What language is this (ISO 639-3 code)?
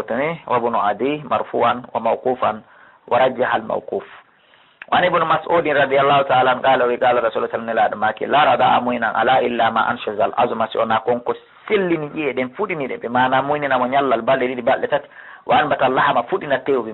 fuf